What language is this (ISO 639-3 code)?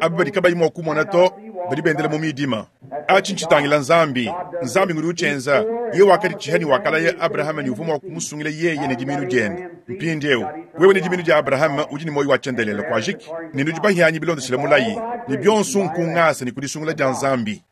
lua